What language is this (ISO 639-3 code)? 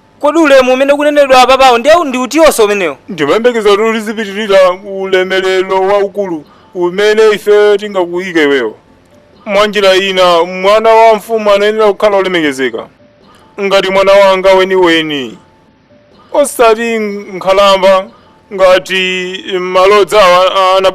nya